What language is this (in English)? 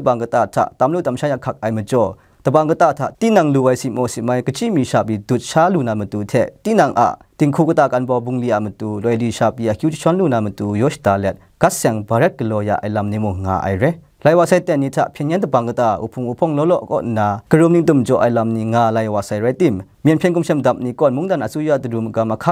Kachin